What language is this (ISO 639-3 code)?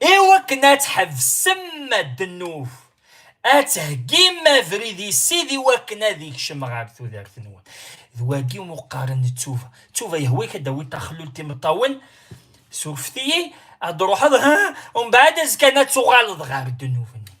kab